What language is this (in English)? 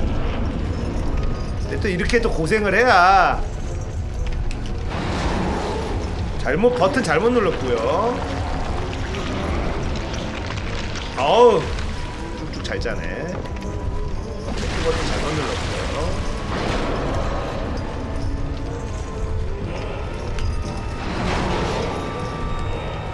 Korean